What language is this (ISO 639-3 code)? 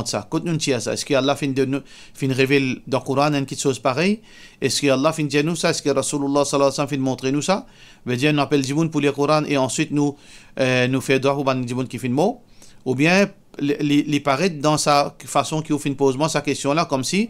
mfe